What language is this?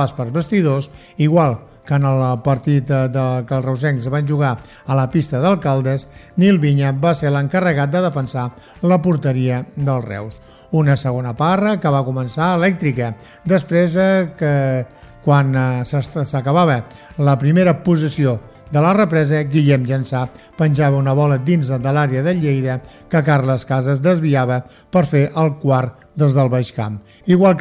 Catalan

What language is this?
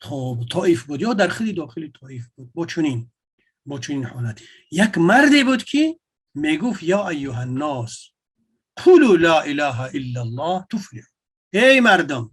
Tajik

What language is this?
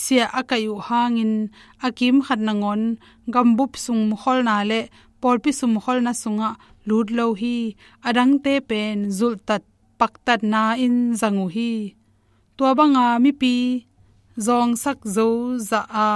Tedim Chin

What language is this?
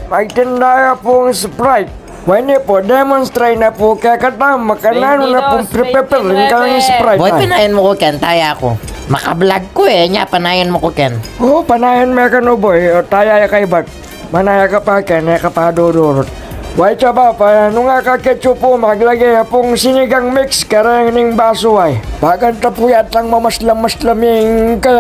Pampanga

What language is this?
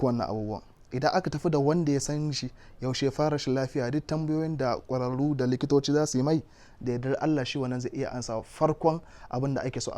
Hausa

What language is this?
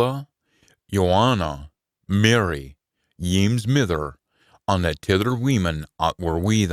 Scots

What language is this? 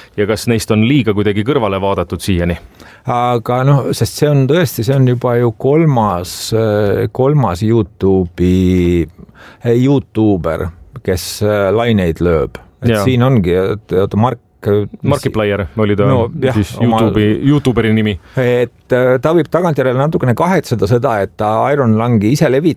Estonian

